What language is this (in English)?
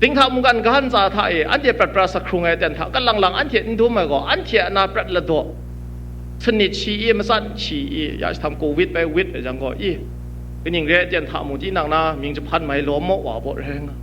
Kachin